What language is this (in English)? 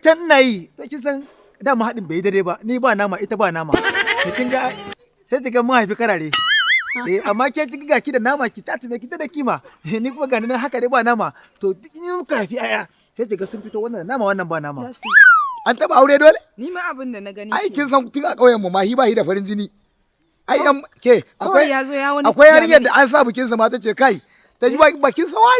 Hausa